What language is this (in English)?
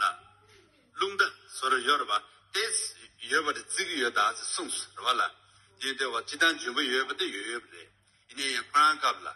Tibetan